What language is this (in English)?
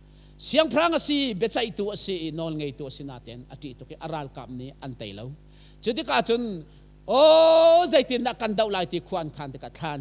Hakha Chin